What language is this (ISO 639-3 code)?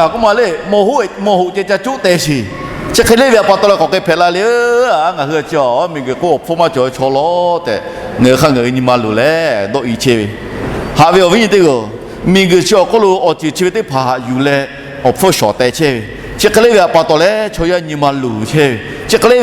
lhu